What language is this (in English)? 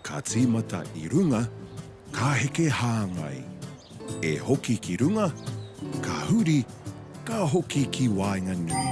Māori